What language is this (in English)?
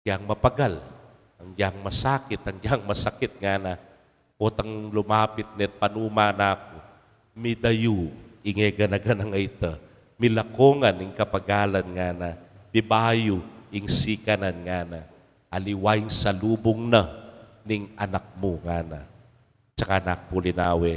Pampanga